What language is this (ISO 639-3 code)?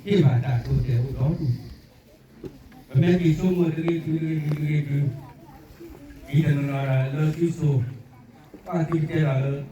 ksw